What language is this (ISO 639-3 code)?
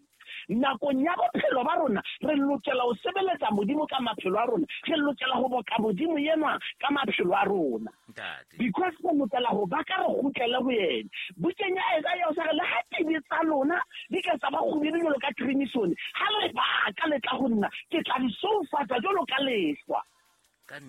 sot